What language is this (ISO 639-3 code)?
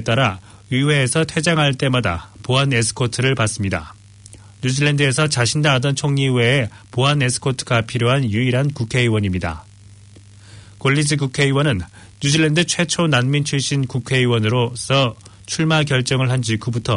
kor